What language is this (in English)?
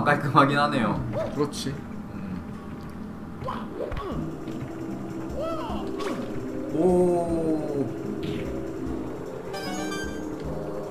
Korean